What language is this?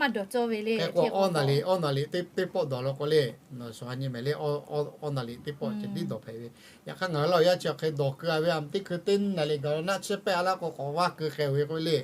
Lahu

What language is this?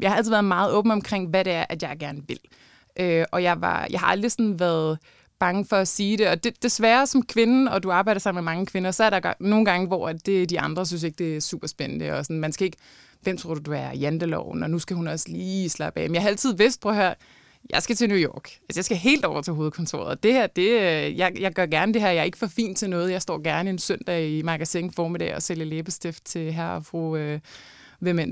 Danish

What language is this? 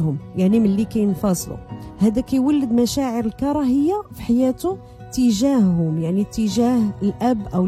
Moroccan Arabic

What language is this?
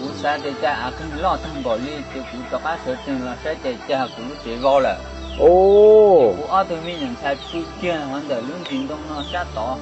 Hmong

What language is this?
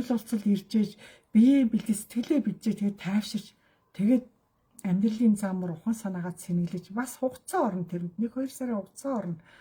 Mongolian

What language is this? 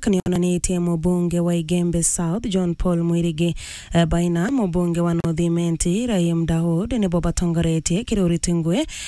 Meru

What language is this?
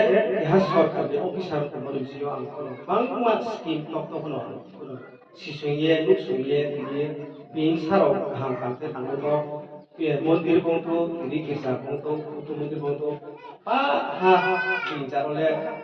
Riang (India)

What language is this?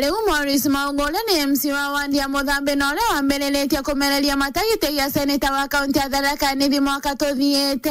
Meru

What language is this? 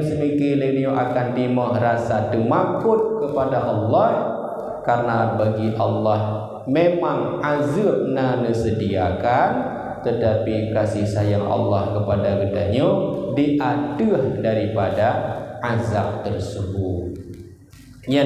Achinese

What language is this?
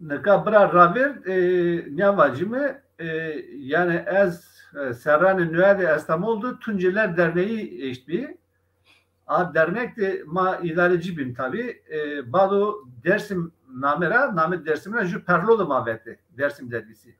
Zaza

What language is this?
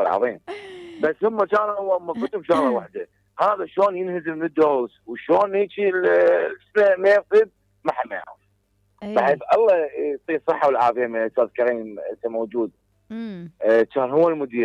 Mesopotamian Arabic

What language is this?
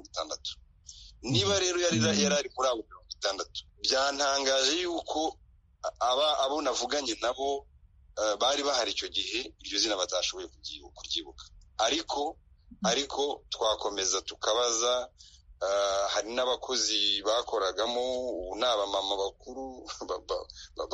Kinyarwanda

